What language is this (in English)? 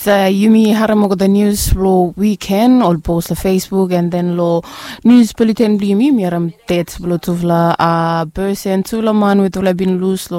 Bislama